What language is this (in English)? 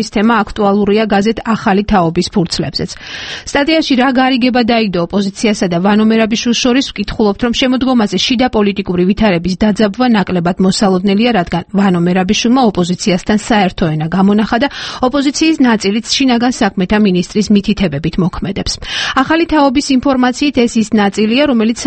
Georgian